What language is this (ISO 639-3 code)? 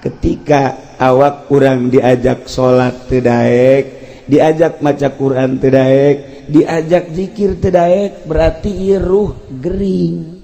sun